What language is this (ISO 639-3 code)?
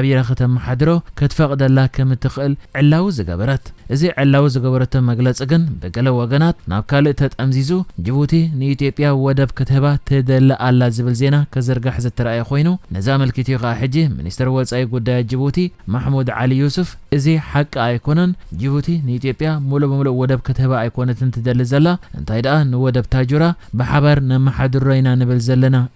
tir